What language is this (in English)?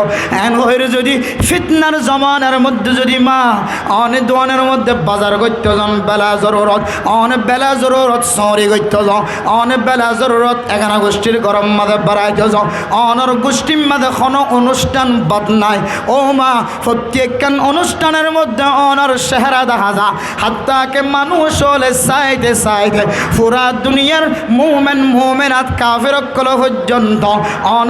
Rohingya